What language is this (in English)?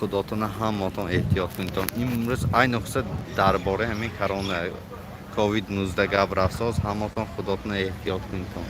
Tajik